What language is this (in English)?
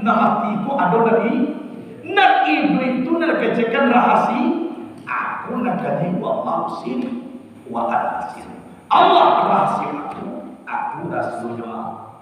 Minangkabau